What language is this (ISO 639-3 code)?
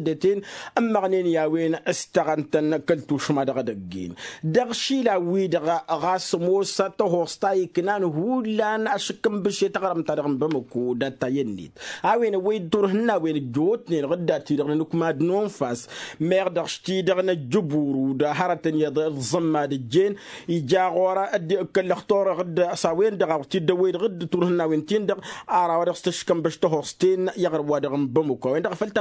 taq